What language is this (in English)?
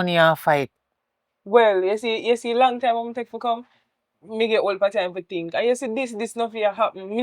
Jamaican Creole English